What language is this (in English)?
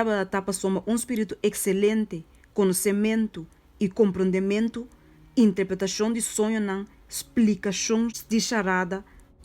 Papiamento